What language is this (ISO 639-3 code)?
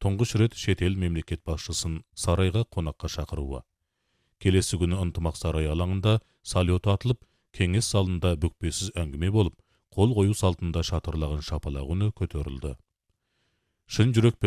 kaz